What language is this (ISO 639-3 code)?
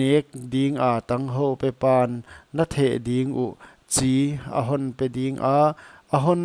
pck